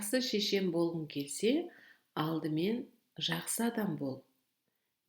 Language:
Kazakh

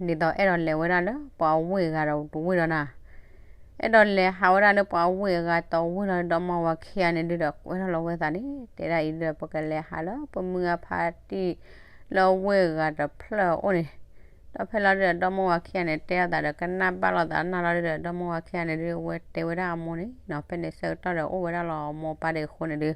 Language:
S'gaw Karen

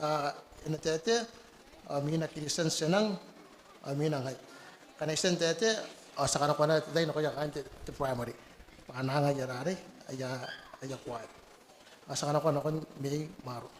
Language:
Gilbertese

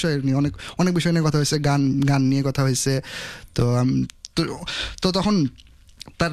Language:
Bangla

